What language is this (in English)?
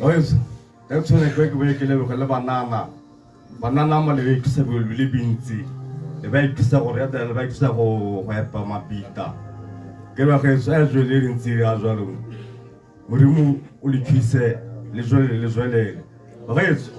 Tswana